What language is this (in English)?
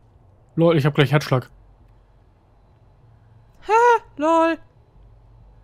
German